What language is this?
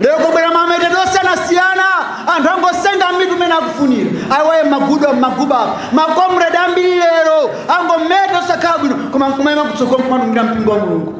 Nyanja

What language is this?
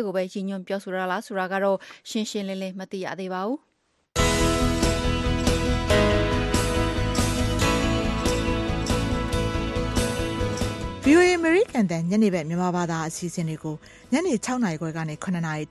Burmese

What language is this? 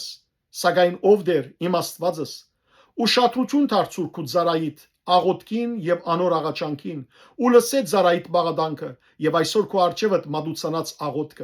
Western Armenian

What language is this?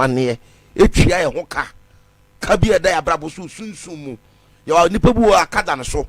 Akan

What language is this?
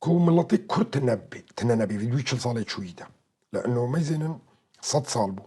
Kurdish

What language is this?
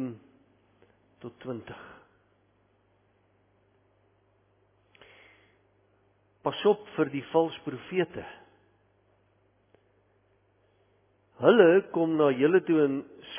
Afrikaans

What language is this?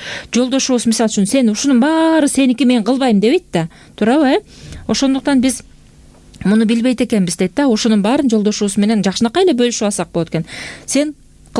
Kyrgyz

